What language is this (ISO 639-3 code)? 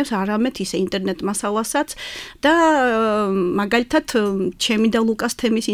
kat